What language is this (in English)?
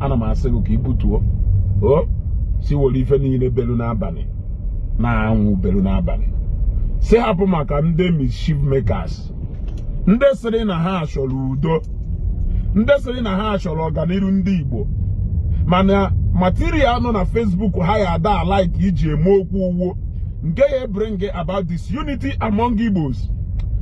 Igbo